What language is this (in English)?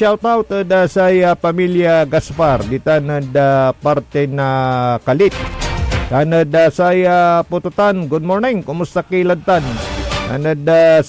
Pangasinan